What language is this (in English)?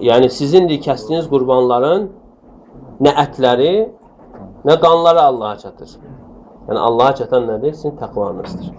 Azerbaijani